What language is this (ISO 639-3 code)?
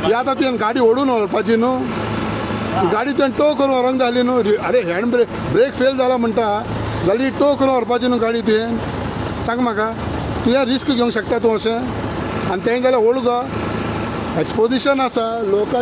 kok